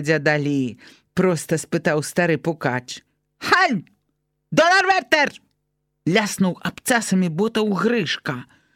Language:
Belarusian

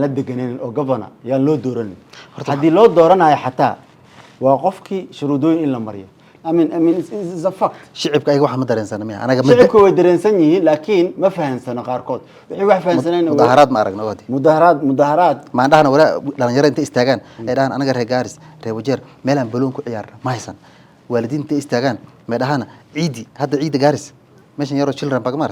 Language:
Somali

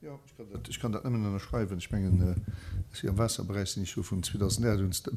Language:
Luxembourgish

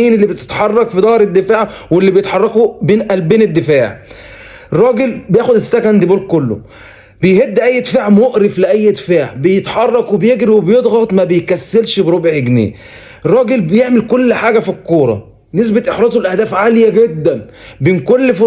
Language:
Egyptian Arabic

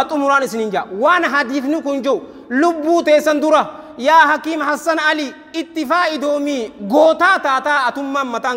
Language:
Oromo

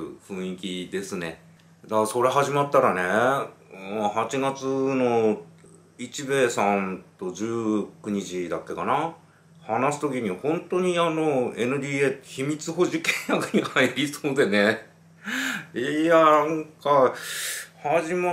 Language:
Japanese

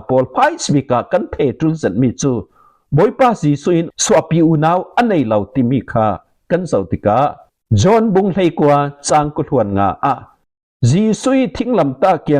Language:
Falam Chin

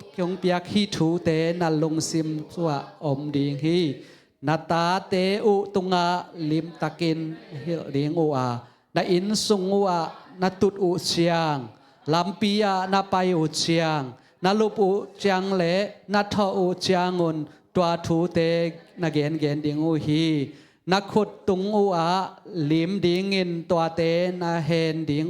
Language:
Tedim Chin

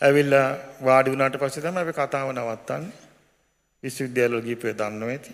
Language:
Sinhala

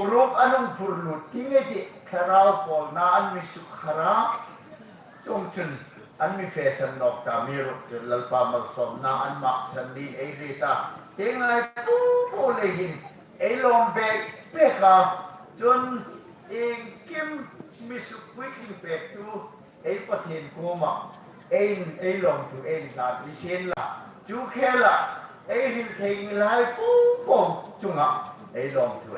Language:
Hmar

